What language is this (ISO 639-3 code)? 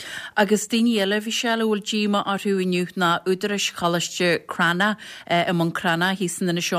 gle